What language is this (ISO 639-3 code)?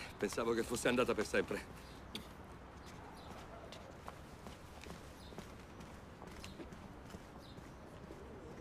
ita